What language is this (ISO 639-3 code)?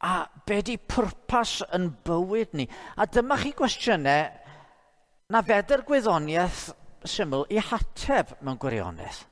cym